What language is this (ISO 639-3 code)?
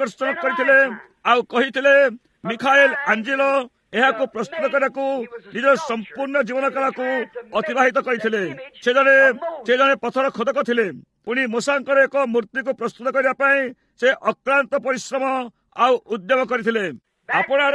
ori